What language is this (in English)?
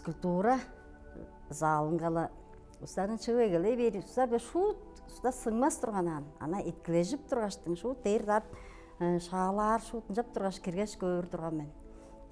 Tuvinian